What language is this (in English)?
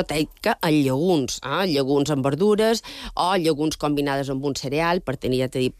Catalan